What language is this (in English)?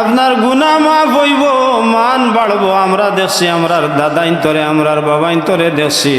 Sylheti